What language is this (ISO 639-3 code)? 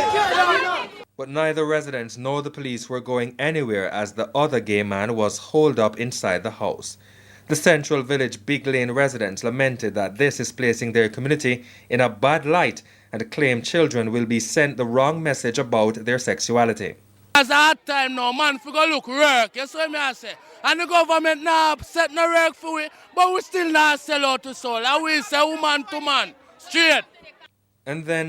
jam